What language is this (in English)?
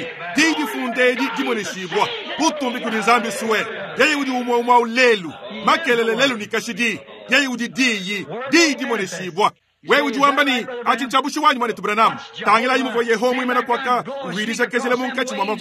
Luba-Lulua